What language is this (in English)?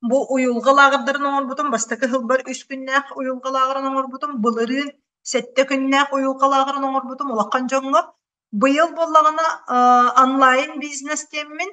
Yakut